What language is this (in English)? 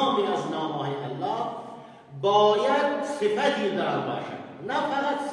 Persian